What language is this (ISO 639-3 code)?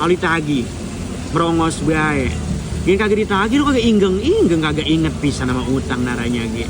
bew